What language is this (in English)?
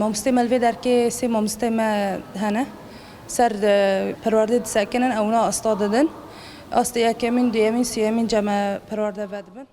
Kurdish